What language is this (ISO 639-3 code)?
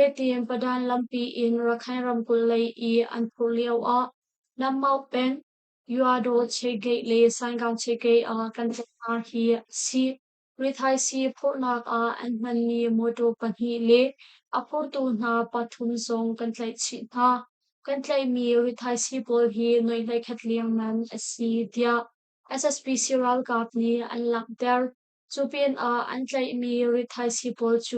cnh